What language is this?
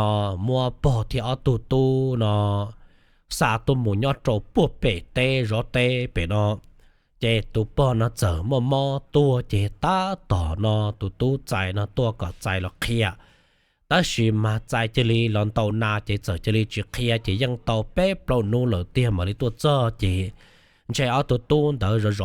Hmong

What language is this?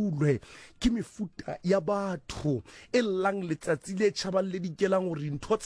Southern Sotho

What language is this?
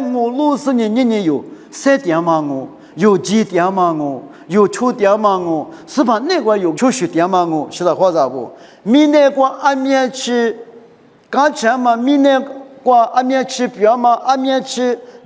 Lisu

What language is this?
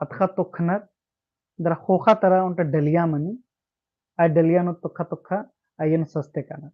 Kurukh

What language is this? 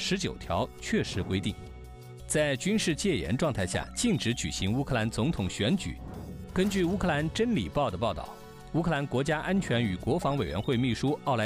Chinese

